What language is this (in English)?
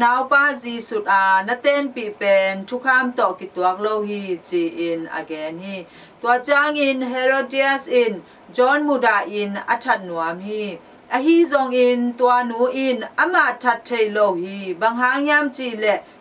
Tedim Chin